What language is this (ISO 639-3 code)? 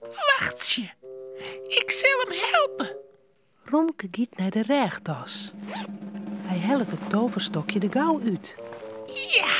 fry